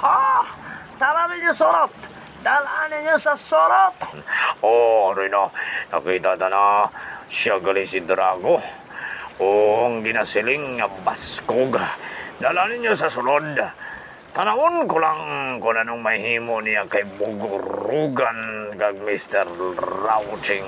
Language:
Hiligaynon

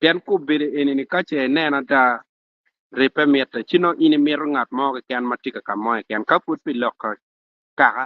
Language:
Acoli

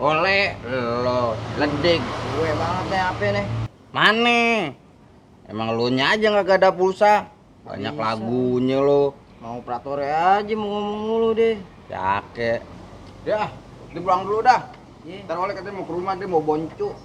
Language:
Betawi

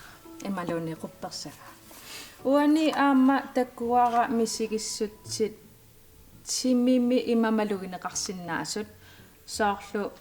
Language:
Kalaallisut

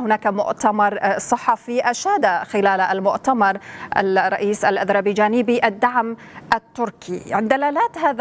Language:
Arabic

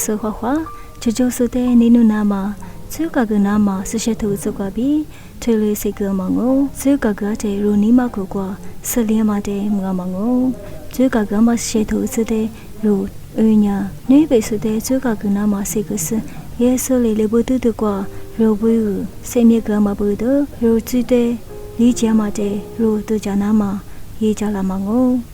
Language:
Lisu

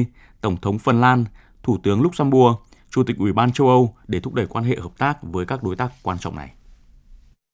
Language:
Vietnamese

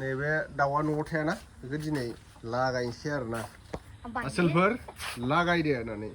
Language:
Bodo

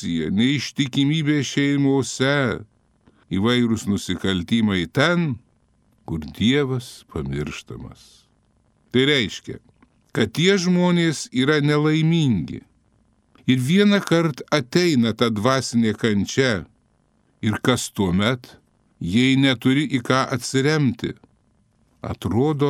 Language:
Lithuanian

